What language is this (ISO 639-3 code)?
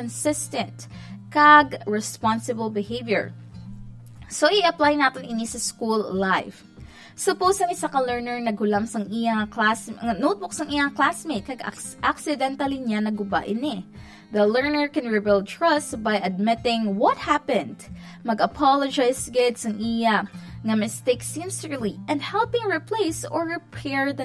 hil